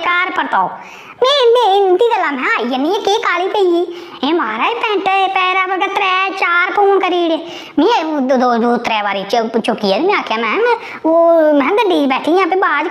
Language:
Dogri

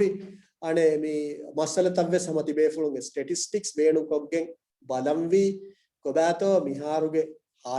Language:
Divehi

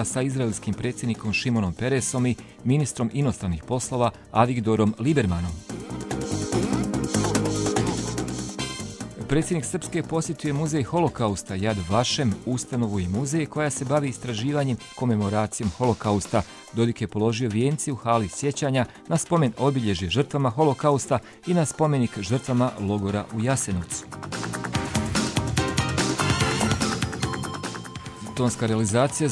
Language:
Bosnian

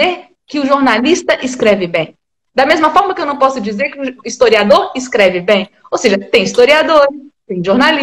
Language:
Portuguese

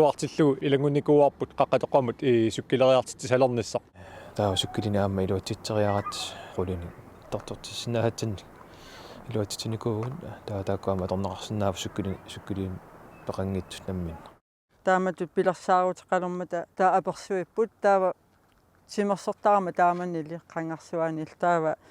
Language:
Kalaallisut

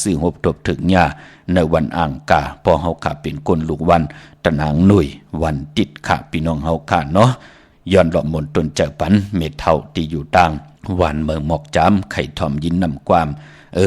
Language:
Shan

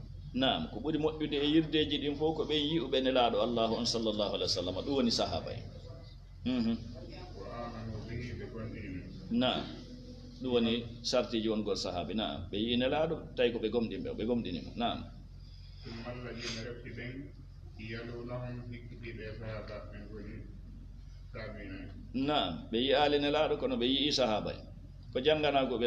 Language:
Fula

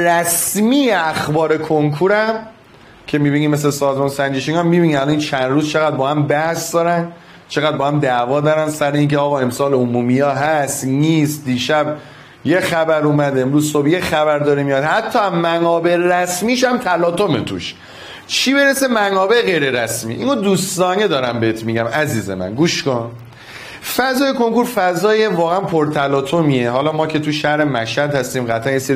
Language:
Persian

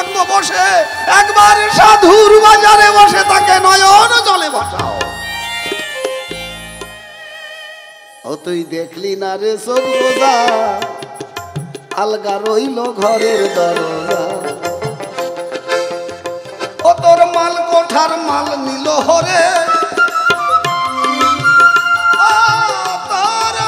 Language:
Bangla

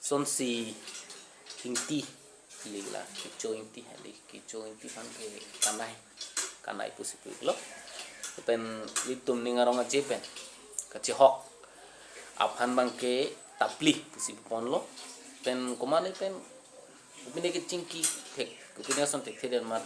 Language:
Karbi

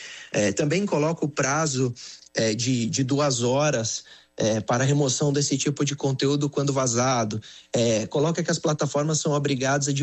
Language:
Portuguese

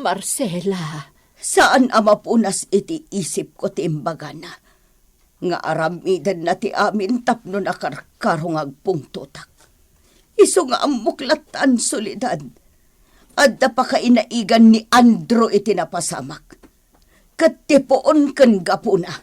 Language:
Iloko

